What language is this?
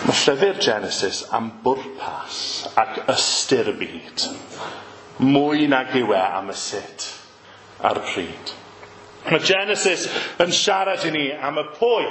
Welsh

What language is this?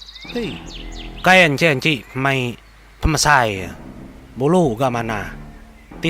Iban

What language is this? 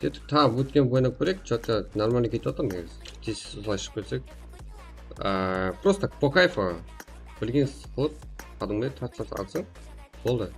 Kara-Kalpak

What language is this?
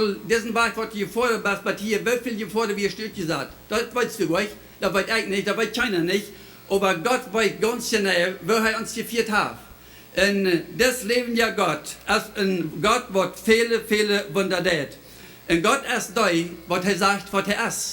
Plautdietsch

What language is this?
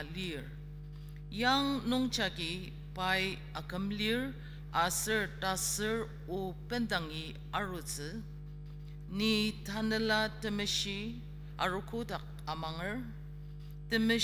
Ao Naga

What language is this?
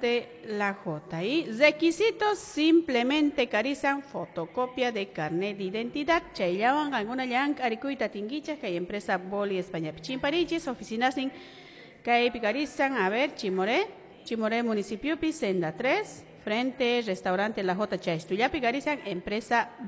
Quechua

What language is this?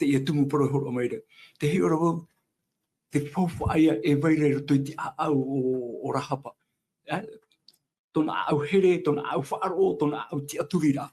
Tahitian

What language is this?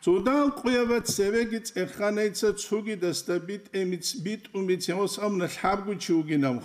Avaric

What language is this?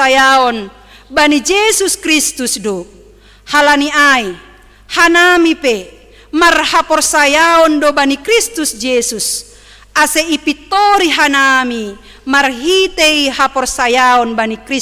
Batak Simalungun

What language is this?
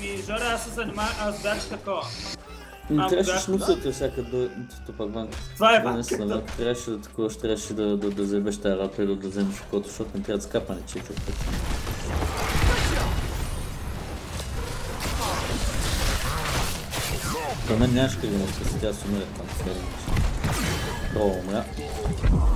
Bulgarian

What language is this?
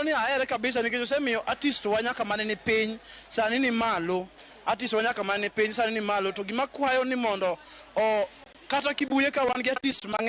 Luo (Kenya and Tanzania)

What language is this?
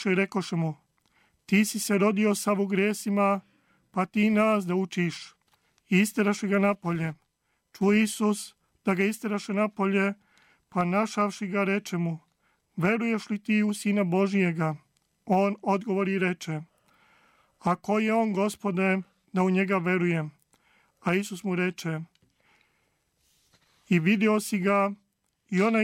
Serbian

